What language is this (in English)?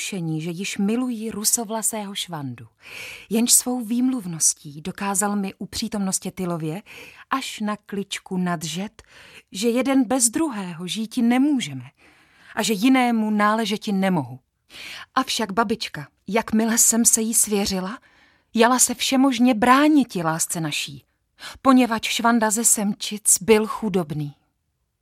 Czech